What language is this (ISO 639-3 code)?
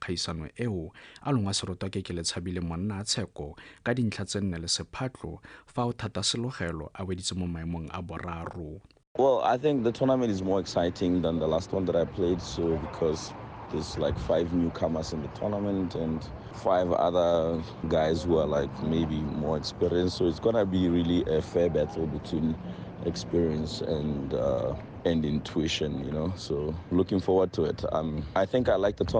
tsn